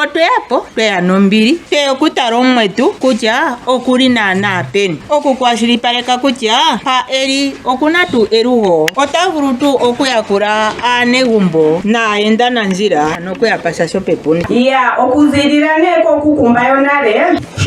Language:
Ndonga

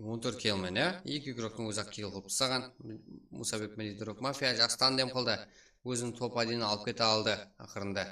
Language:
Kara-Kalpak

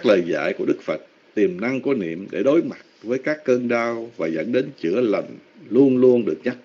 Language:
Vietnamese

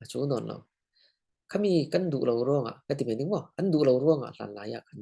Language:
Falam Chin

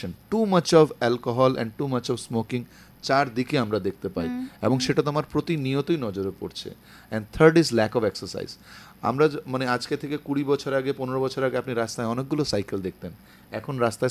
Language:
Bangla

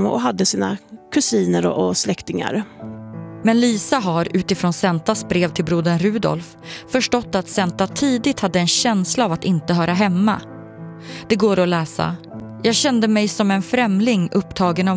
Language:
Swedish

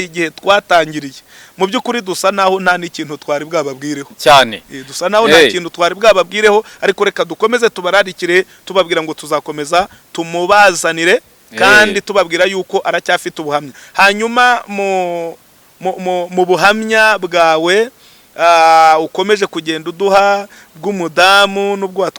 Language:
Kinyarwanda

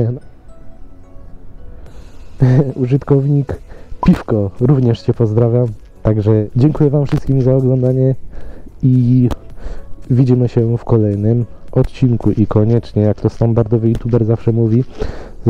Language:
Polish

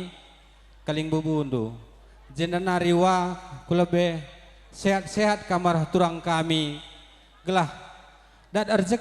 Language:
Batak Karo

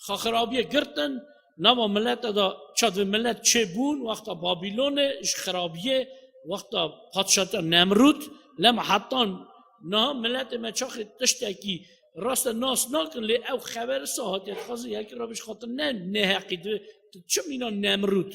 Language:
Kurdish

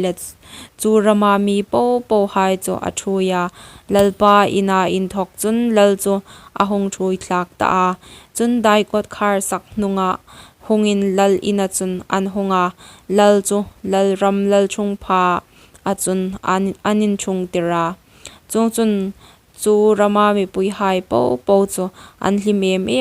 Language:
Hmar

